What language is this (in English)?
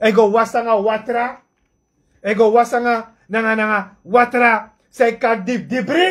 Sranan Tongo